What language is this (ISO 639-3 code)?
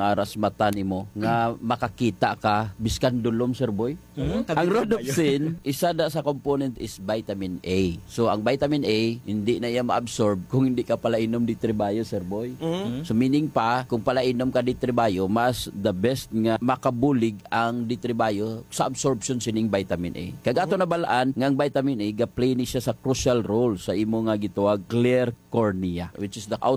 hil